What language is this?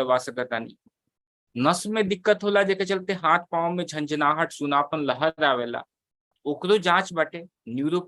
Bhojpuri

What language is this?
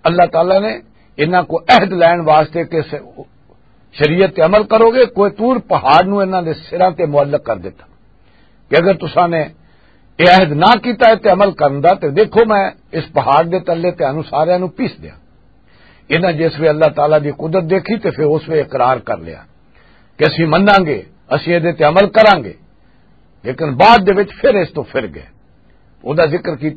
Western Panjabi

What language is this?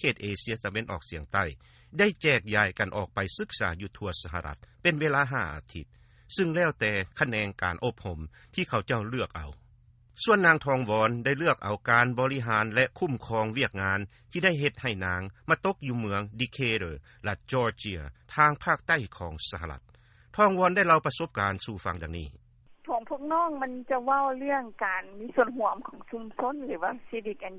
Lao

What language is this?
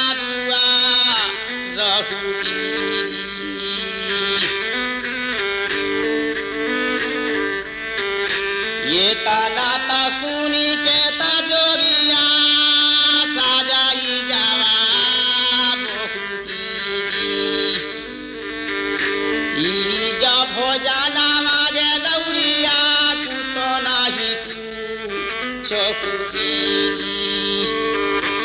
Bhojpuri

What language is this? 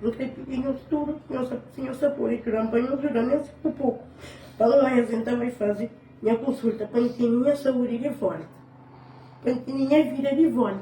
Kabuverdianu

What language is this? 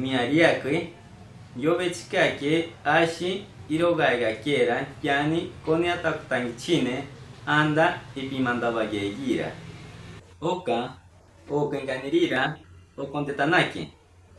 Machiguenga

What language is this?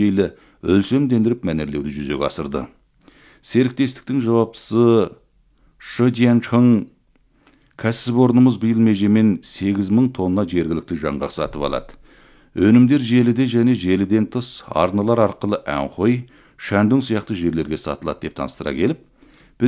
Kazakh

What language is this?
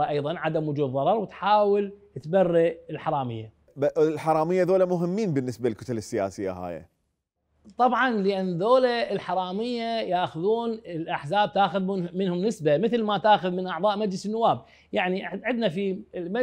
Mesopotamian Arabic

